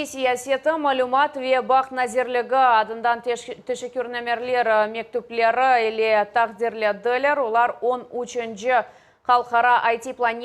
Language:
Crimean Tatar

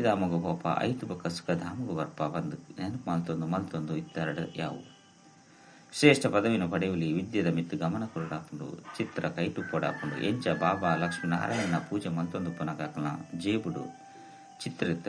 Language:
Tulu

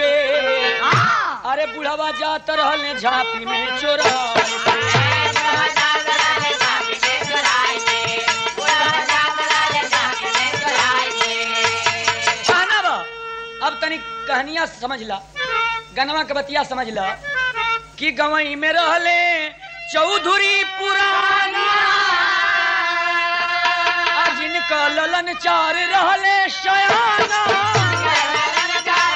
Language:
Bhojpuri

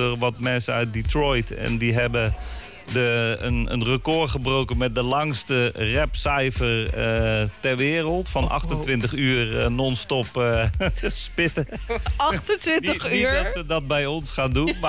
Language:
Dutch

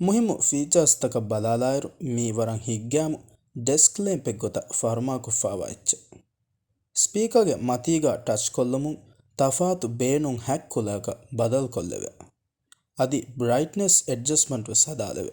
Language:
Divehi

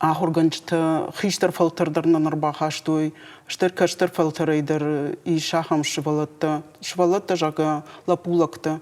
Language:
Ossetic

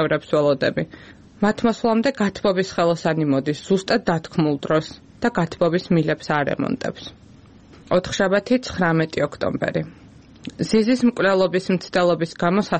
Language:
Georgian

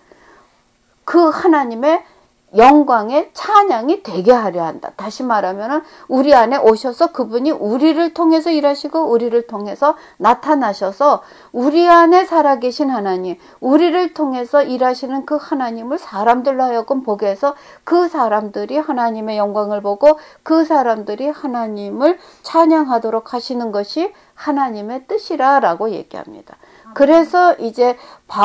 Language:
Korean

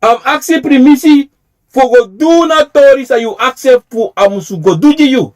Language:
Sranan Tongo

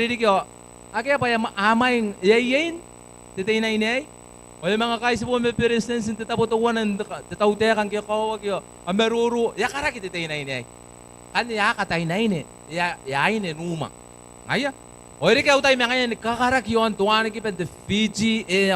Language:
Gilbertese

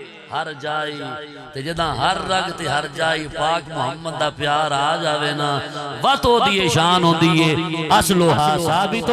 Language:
Saraiki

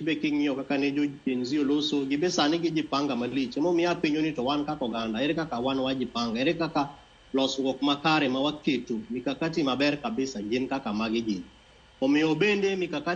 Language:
Luo (Kenya and Tanzania)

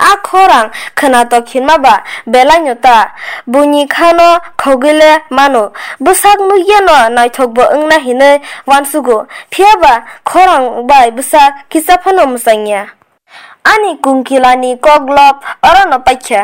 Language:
Kok Borok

